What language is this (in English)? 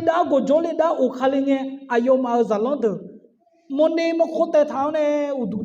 Akha